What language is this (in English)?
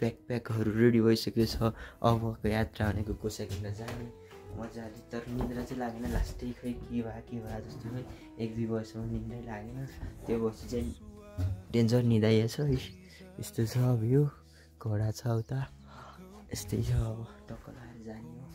Nepali